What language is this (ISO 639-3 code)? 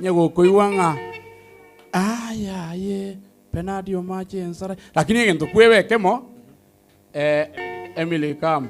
guz